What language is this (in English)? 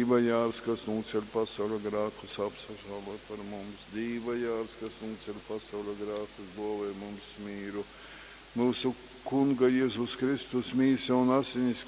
Latgalian